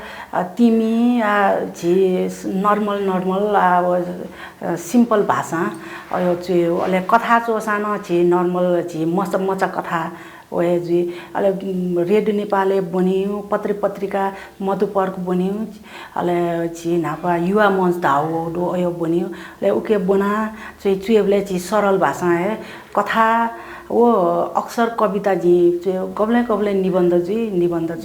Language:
Newari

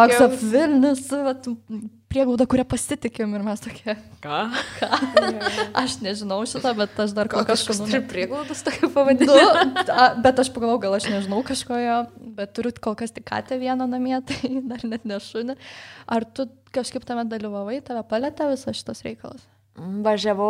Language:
Lithuanian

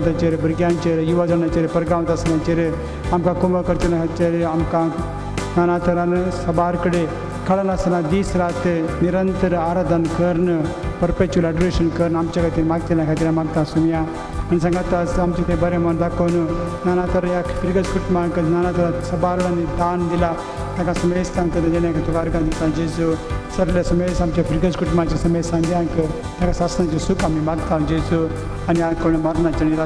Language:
Konkani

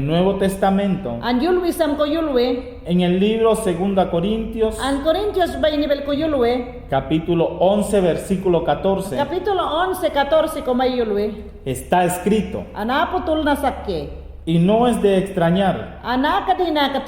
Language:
Mayangna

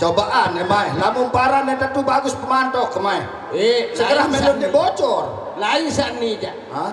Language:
Sasak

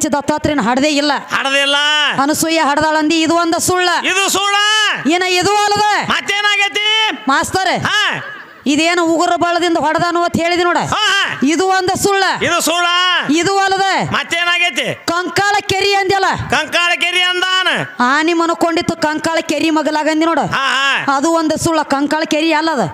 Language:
Kannada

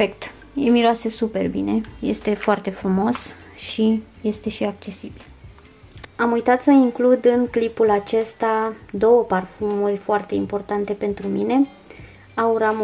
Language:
Romanian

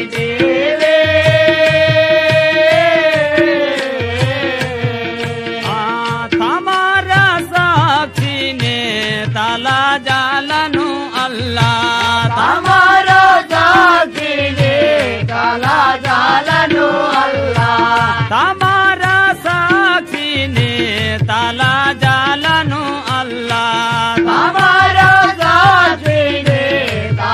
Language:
Telugu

